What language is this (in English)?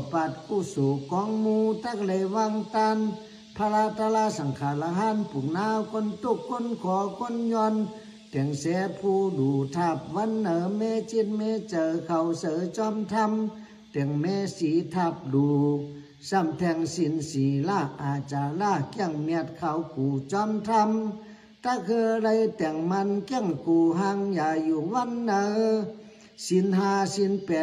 Shan